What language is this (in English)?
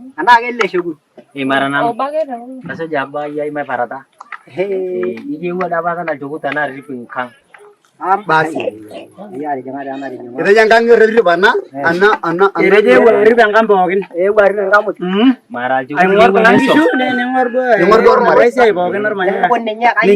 Masai